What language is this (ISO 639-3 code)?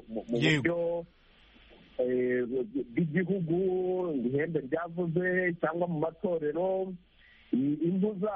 kin